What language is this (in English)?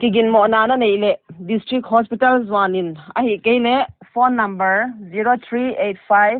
Paite Chin